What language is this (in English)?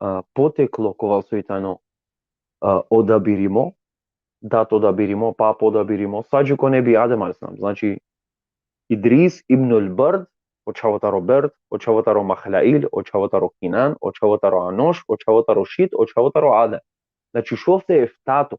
Balkan Romani